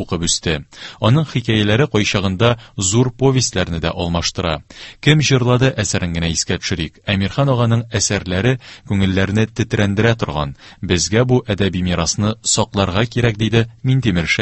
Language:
Tatar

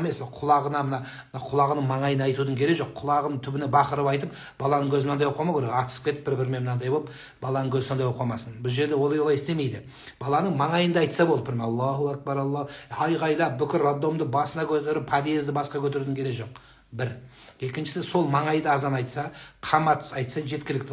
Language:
Kazakh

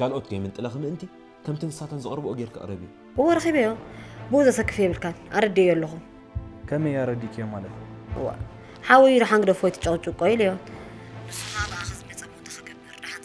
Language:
Tigrinya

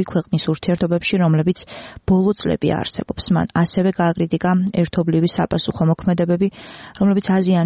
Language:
Georgian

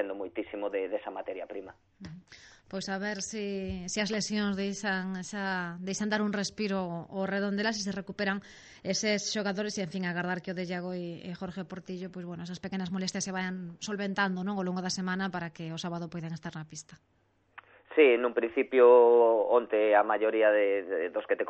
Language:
Galician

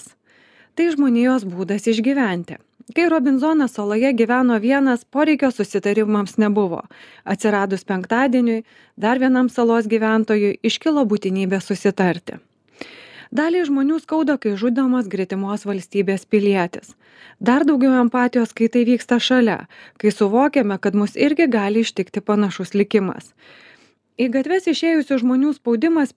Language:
Lithuanian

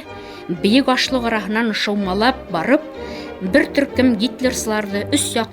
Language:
Bashkir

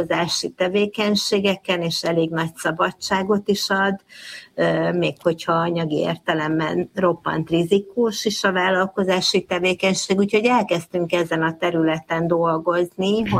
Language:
Hungarian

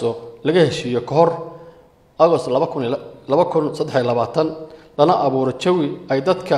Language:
Somali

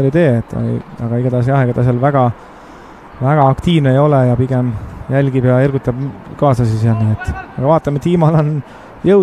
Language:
Estonian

